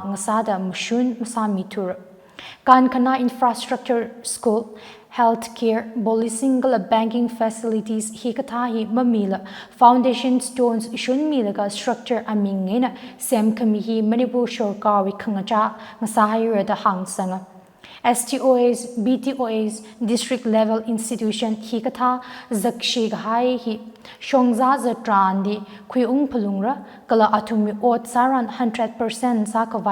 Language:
Tangkhul Naga (India)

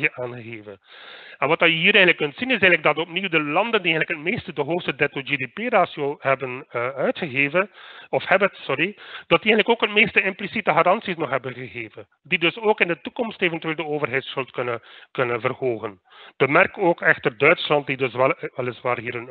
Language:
Dutch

